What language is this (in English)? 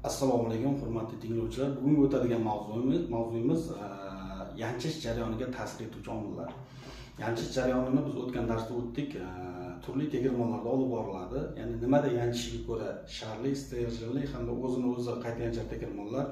Uzbek